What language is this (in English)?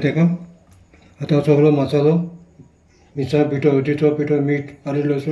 Konkani